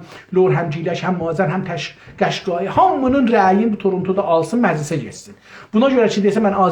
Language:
South Azerbaijani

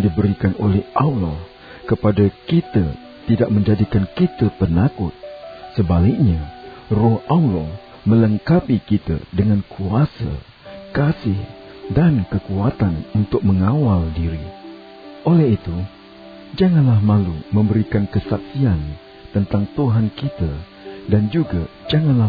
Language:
Malay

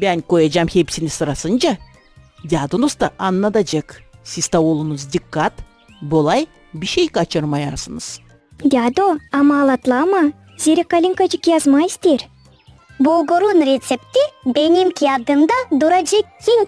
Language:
Gagauz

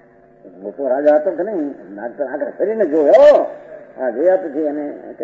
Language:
Gujarati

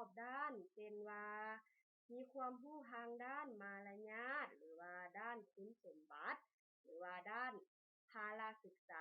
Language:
Lao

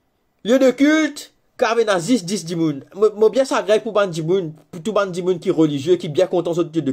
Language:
Morisyen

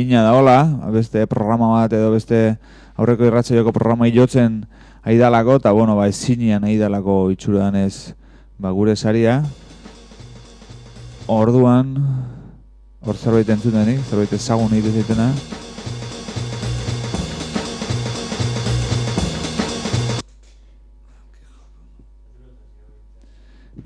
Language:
Basque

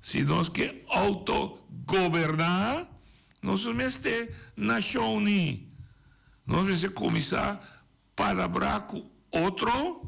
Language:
Papiamento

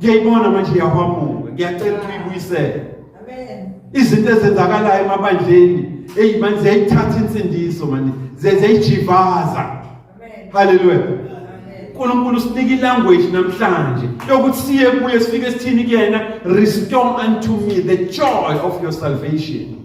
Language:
Zulu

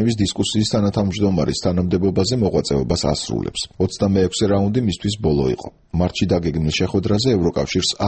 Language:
Georgian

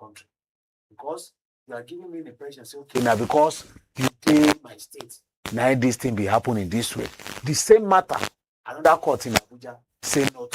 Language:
Nigerian Pidgin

